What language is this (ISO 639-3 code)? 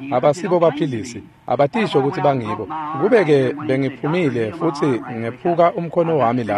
ssw